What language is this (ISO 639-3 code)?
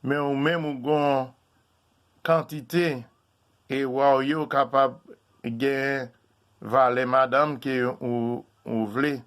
hat